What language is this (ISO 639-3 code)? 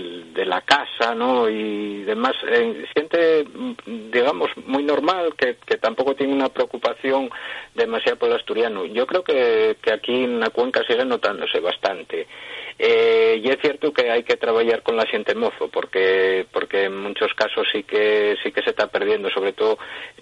ast